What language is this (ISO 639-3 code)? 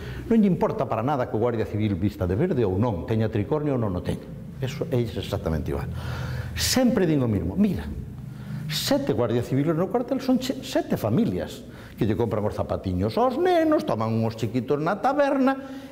glg